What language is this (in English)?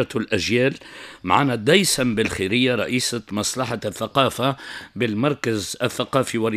Tunisian Arabic